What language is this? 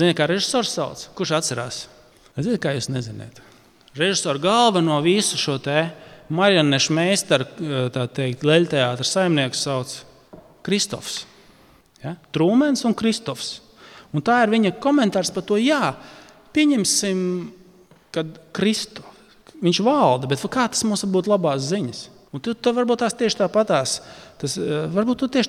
Latvian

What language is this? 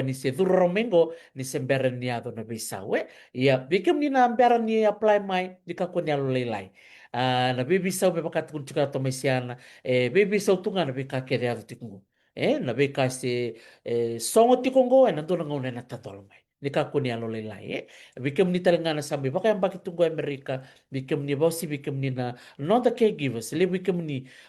Fijian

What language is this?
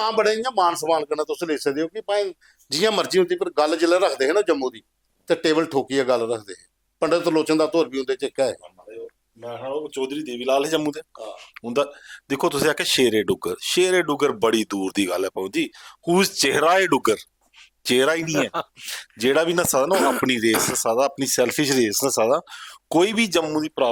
Dogri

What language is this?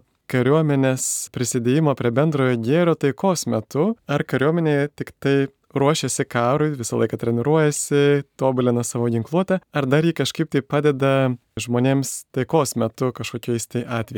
Lithuanian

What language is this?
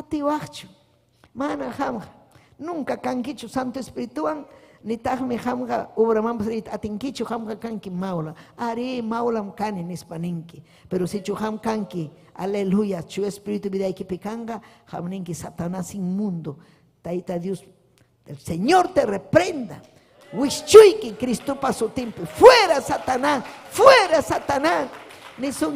Ayacucho Quechua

